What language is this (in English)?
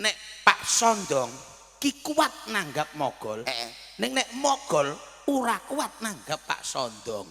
Javanese